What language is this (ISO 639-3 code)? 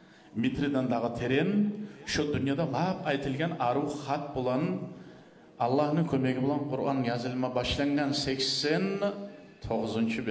kum